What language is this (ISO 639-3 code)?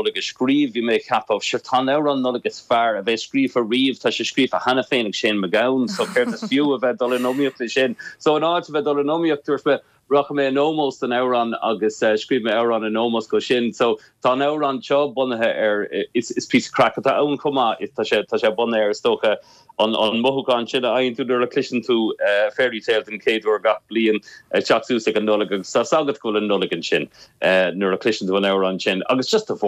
gle